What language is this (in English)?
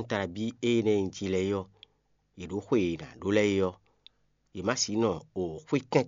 Fon